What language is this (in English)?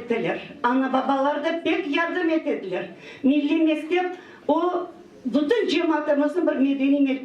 Crimean Tatar